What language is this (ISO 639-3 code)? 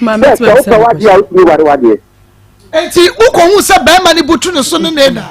aka